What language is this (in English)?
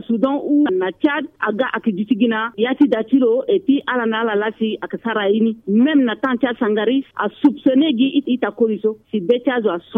Sango